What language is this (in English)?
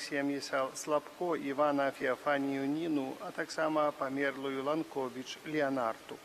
Belarusian